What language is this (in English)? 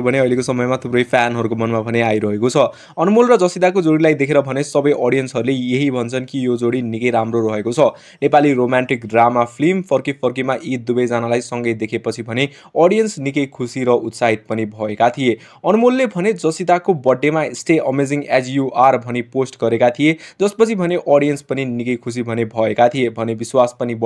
Nepali